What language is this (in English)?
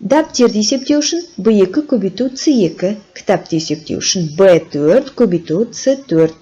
Kazakh